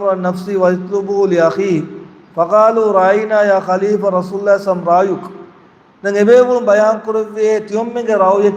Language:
Divehi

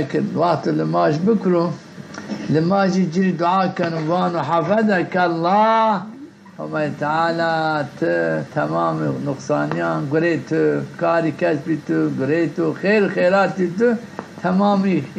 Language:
Zaza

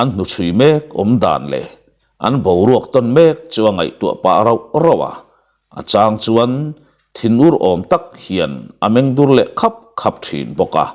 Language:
Mizo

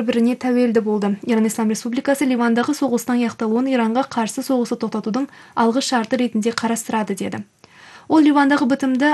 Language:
Kazakh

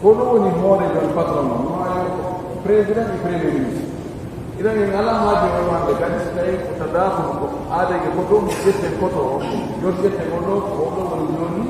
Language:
Fula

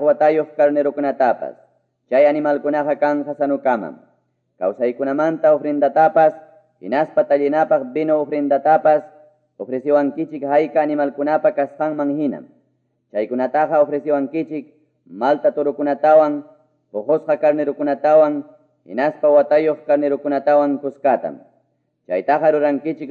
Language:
Quechua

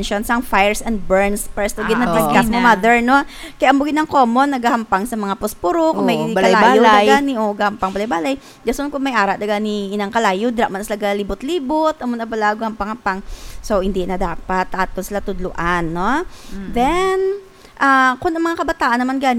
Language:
Hiligaynon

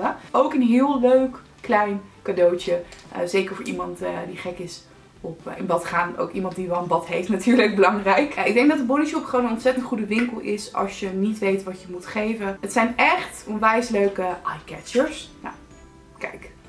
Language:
Dutch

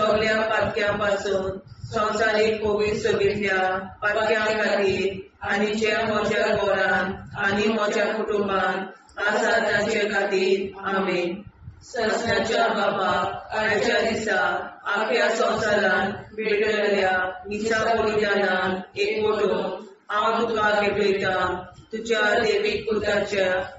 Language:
Konkani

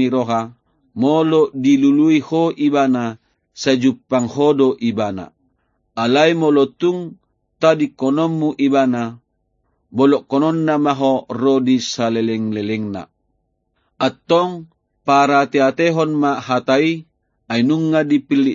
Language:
Batak Toba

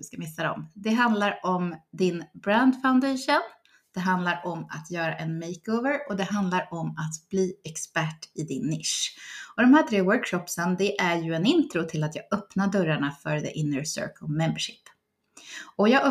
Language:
Swedish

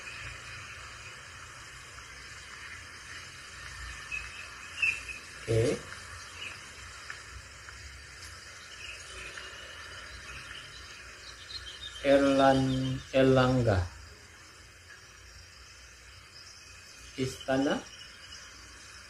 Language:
Malay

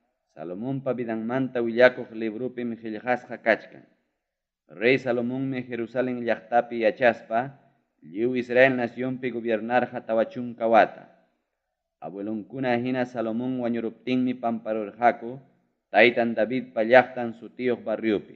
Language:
Ayacucho Quechua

